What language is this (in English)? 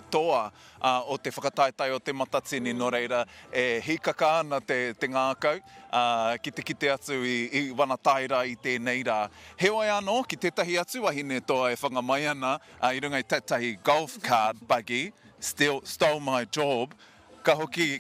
Māori